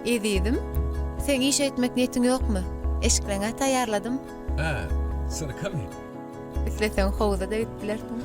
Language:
Turkmen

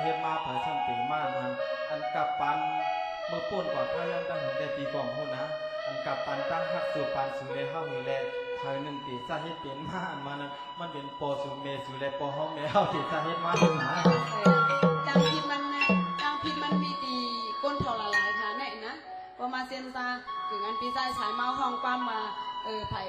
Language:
Shan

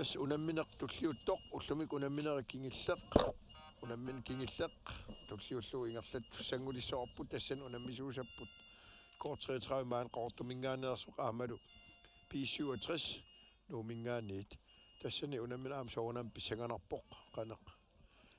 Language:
Kalaallisut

